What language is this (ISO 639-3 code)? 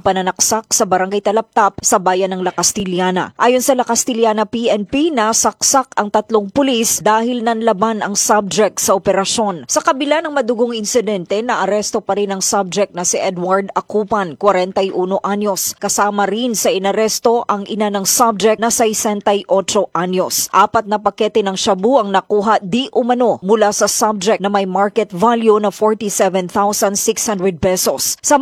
fil